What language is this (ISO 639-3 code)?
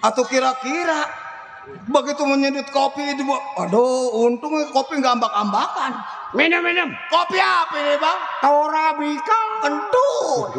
bew